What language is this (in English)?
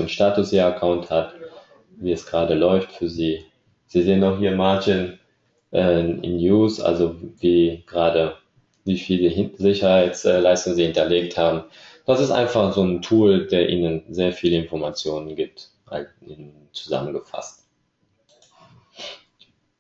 German